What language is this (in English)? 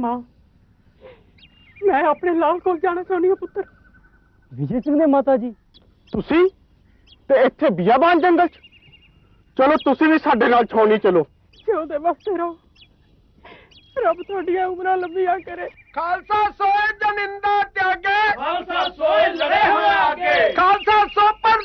Punjabi